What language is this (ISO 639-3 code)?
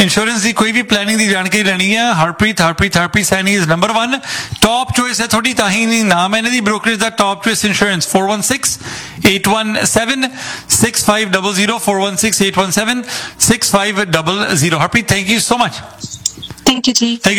pan